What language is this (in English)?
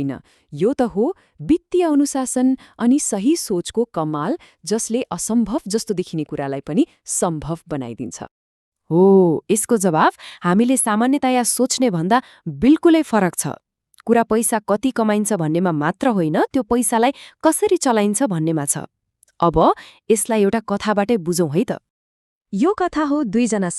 Nepali